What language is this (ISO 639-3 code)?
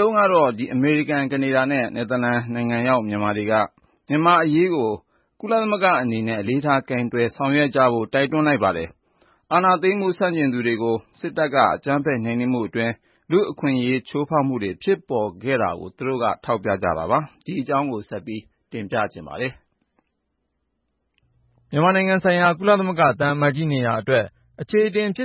mya